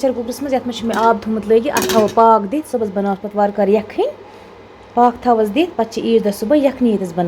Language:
Kashmiri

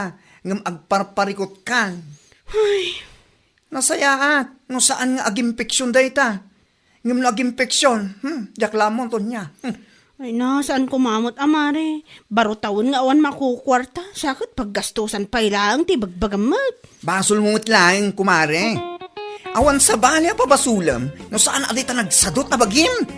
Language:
Iloko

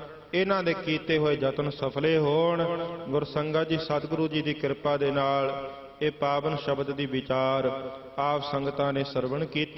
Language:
Punjabi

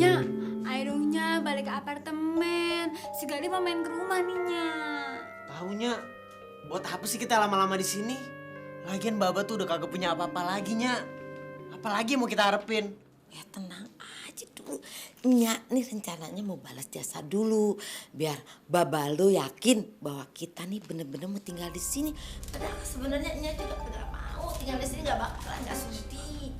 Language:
Betawi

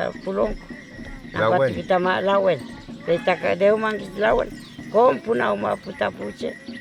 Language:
Mapuche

